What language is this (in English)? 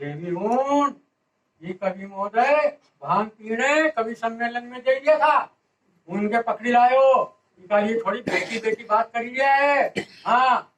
Rajasthani